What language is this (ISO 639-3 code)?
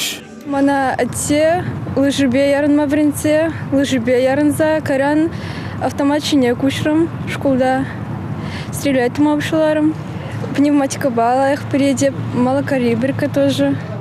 chv